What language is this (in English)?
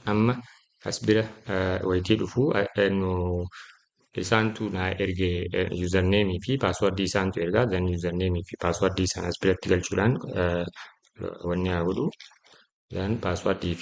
Oromo